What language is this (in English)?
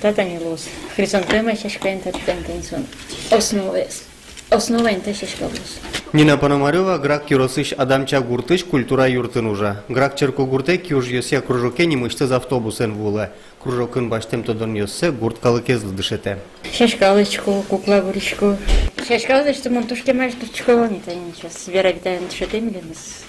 Udmurt